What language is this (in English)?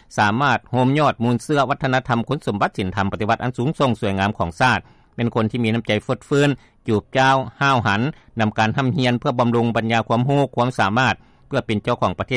Lao